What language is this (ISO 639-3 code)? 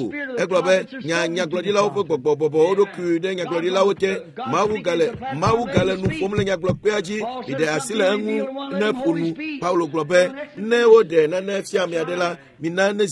ewe